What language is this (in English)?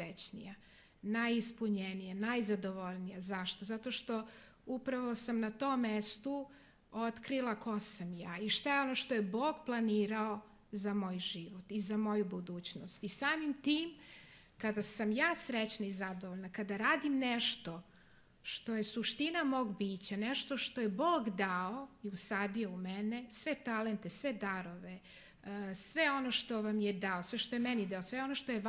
Serbian